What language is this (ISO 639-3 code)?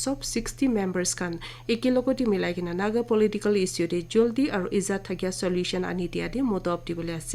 nag